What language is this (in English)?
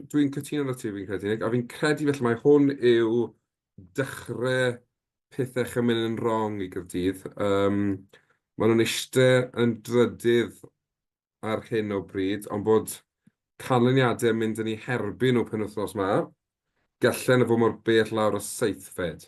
Welsh